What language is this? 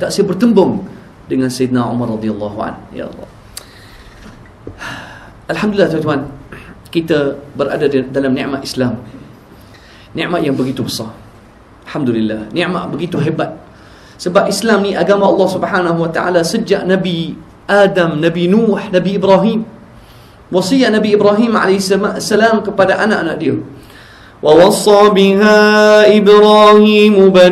Malay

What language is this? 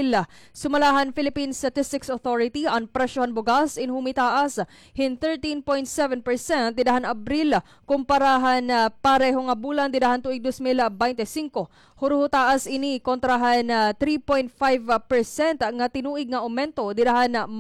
Waray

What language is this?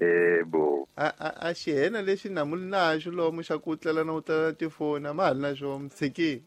Tsonga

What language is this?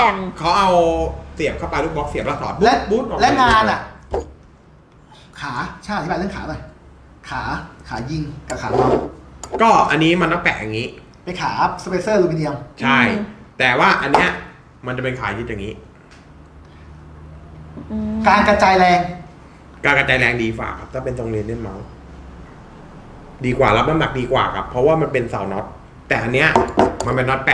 Thai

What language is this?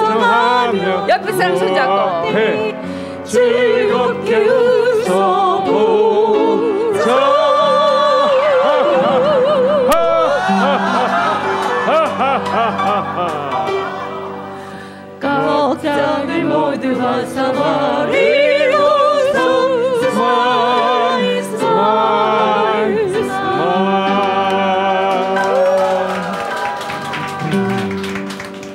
Korean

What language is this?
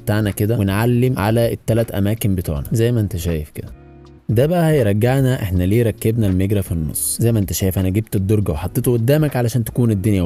Egyptian Arabic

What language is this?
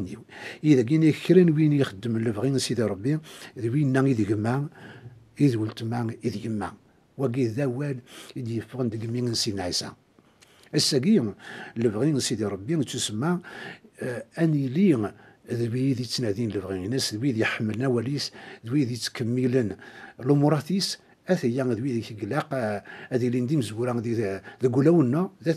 Kabyle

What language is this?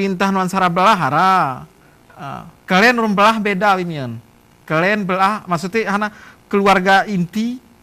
Gayo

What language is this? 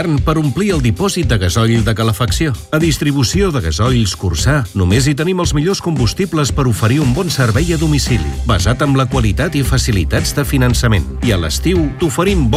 Catalan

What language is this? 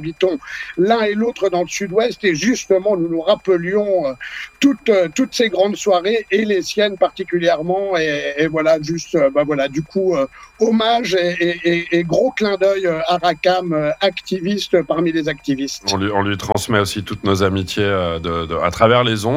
French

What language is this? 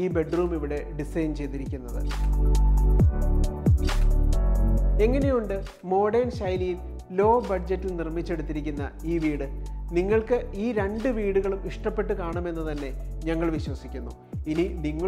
Malayalam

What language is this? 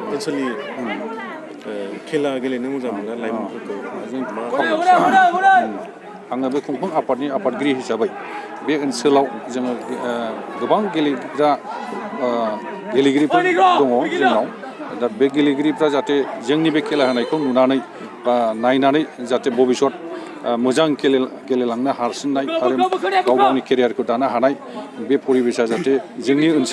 Bodo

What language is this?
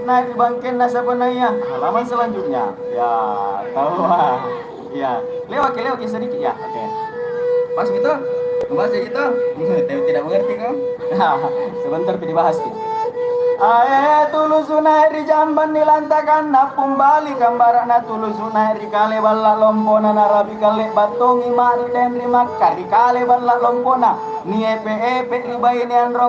Makasar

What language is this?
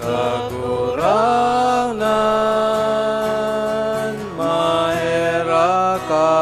Bikol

